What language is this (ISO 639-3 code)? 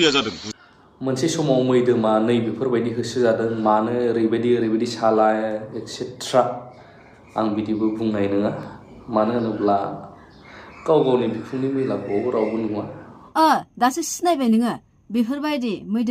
brx